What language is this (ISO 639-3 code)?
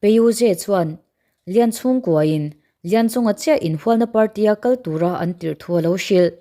lus